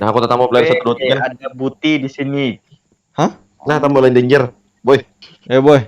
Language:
Banjar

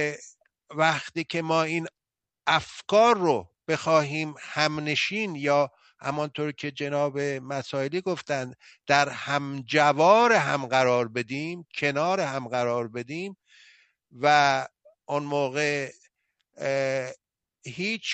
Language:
Persian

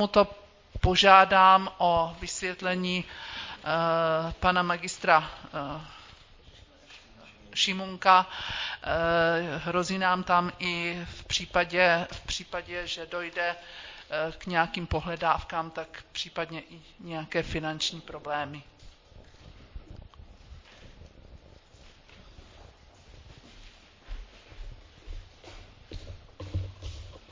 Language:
Czech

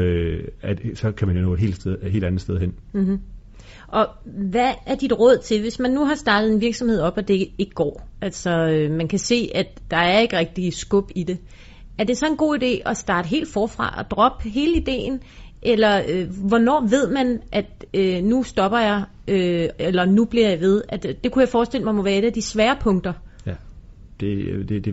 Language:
Danish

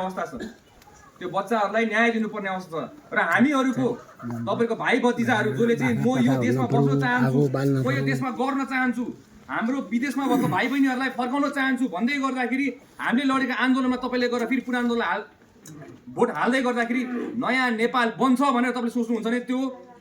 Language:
Nepali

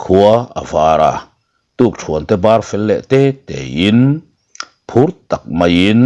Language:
Mizo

